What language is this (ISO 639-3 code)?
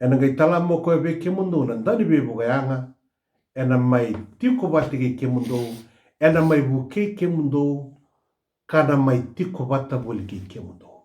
fij